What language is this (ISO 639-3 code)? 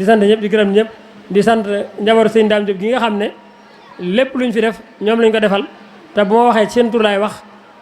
wol